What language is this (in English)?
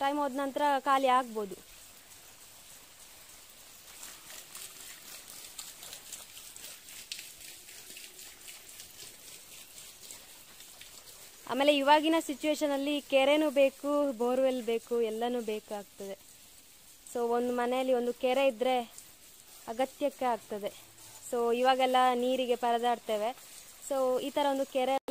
Kannada